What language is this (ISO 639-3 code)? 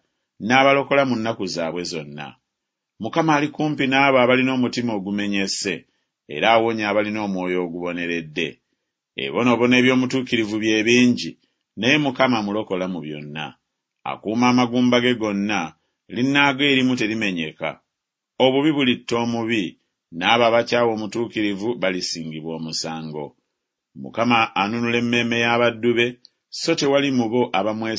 lug